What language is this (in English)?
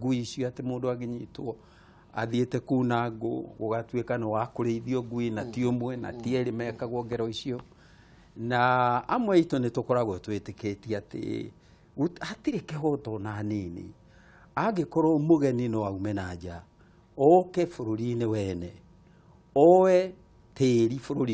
Kikuyu